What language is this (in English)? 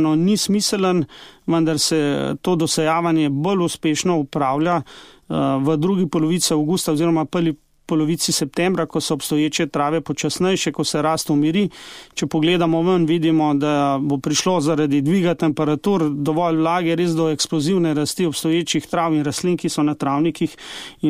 Slovenian